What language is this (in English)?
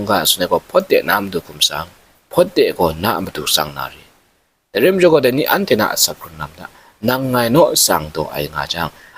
Kachin